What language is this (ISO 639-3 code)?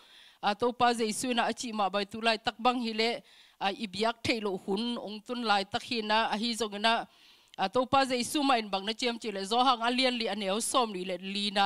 ctd